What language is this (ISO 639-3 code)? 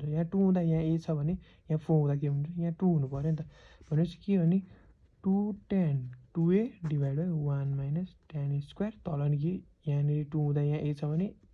nep